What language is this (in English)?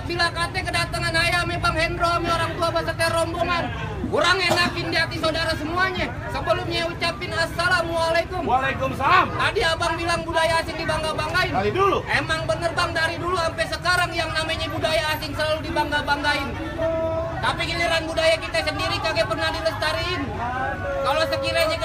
Betawi